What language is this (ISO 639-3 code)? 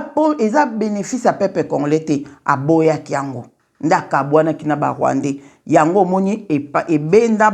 lin